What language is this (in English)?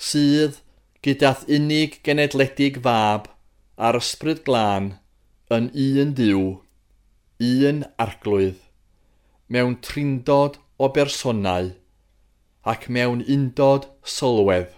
Welsh